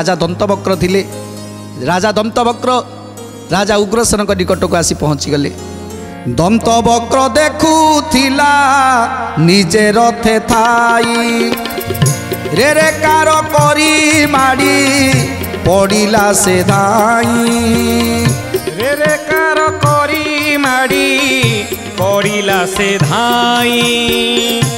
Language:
Odia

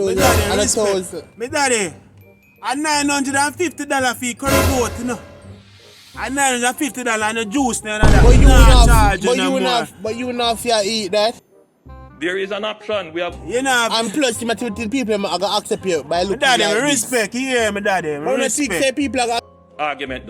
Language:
Jamaican Creole English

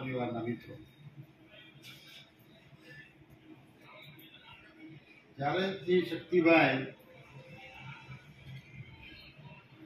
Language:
Gujarati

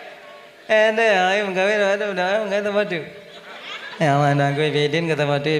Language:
Achinese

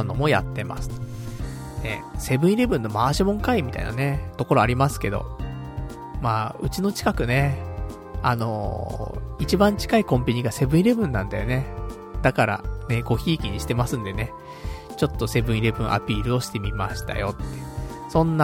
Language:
Japanese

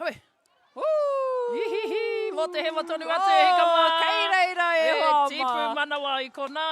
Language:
Māori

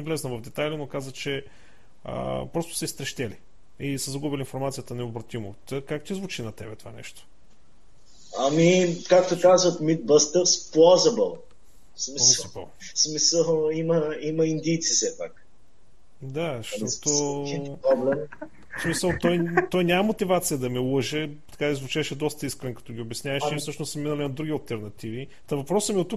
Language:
Bulgarian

